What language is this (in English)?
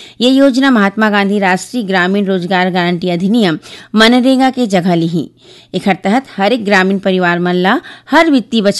Chhattisgarhi